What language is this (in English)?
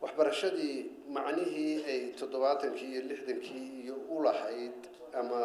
Somali